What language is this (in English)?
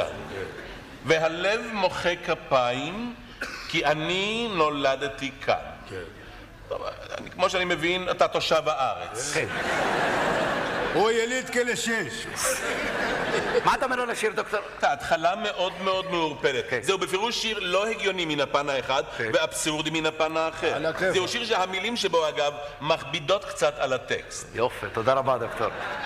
Hebrew